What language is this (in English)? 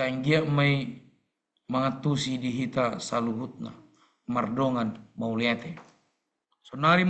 Batak Toba